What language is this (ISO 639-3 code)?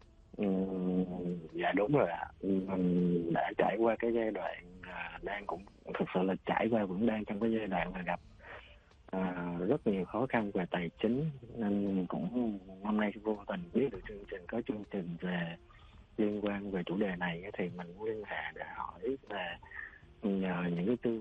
vie